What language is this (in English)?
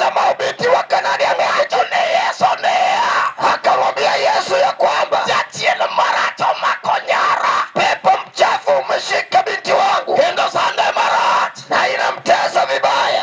Luo (Kenya and Tanzania)